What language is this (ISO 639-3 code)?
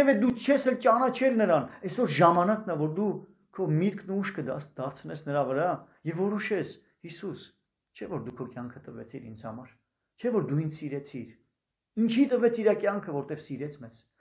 hye